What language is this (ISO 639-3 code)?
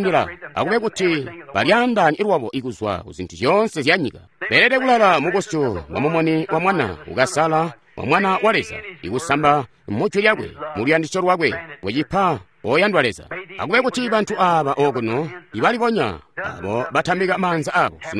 toi